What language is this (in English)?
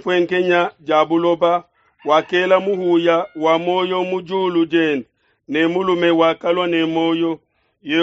Luba-Lulua